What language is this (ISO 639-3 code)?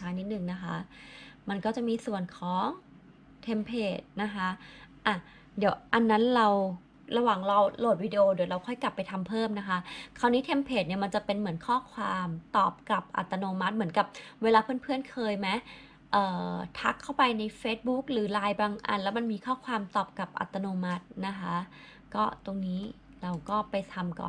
tha